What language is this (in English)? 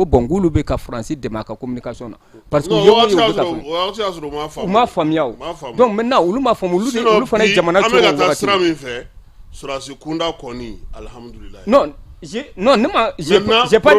Bambara